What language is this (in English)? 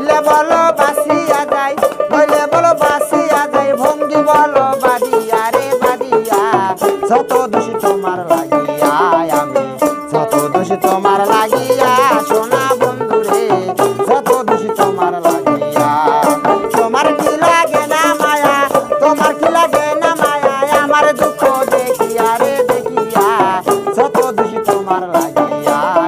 Bangla